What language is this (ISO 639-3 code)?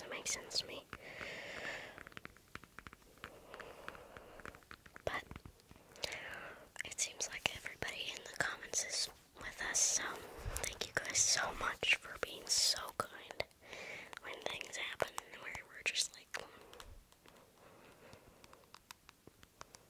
eng